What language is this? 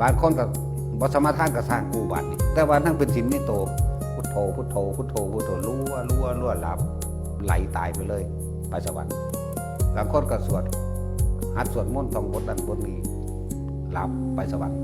Northeastern Thai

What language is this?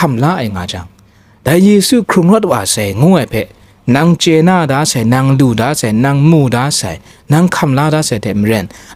Kachin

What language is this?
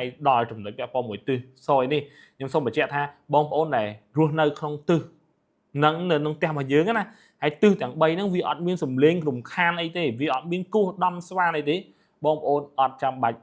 Khmer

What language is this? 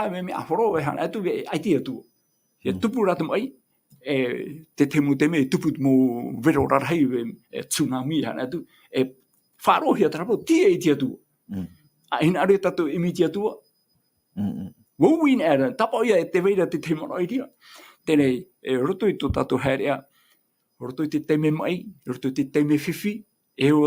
Tahitian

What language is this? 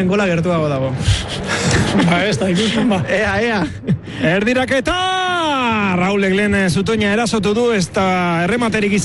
Basque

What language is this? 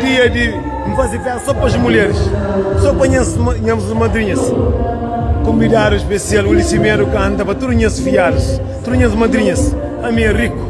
Kabuverdianu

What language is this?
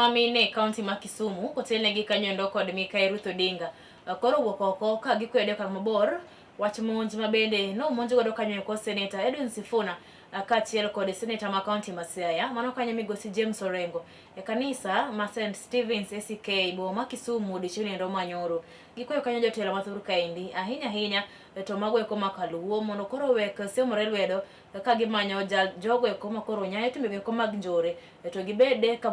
Luo (Kenya and Tanzania)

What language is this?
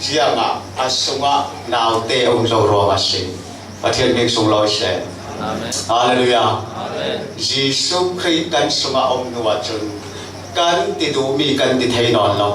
Falam Chin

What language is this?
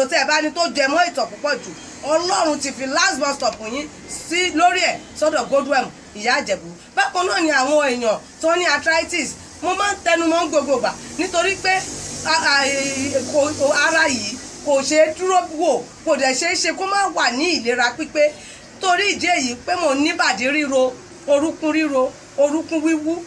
Yoruba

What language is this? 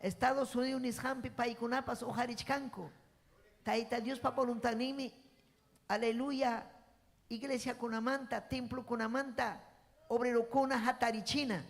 Ayacucho Quechua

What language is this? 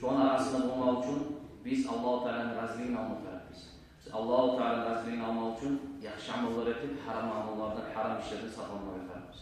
Kumyk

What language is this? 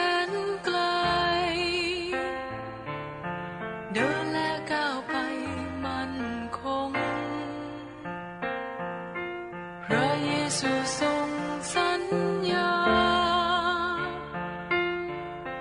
Thai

